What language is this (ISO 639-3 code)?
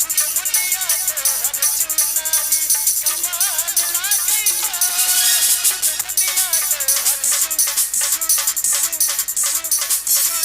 mai